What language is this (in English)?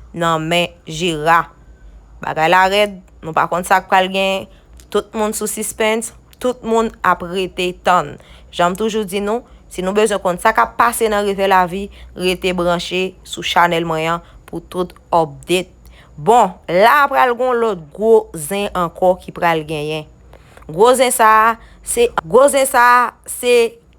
Haitian Creole